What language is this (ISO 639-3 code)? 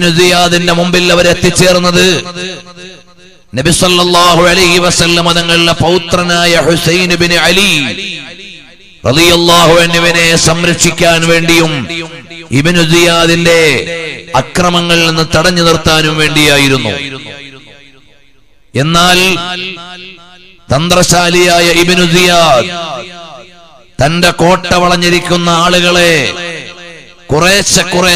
mal